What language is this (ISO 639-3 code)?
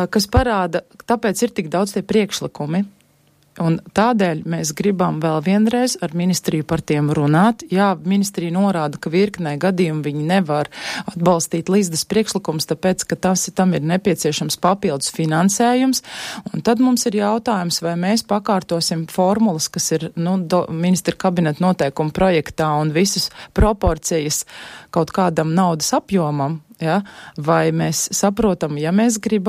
lav